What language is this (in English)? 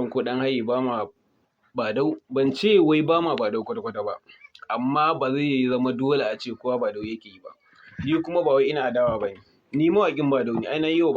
Hausa